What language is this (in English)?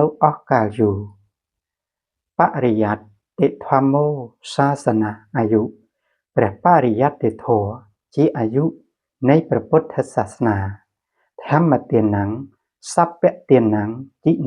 Khmer